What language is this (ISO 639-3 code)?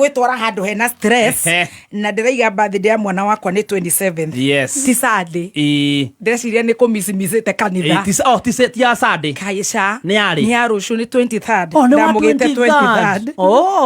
kik